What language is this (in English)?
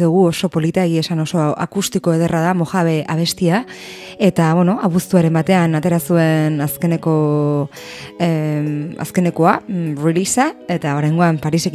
Basque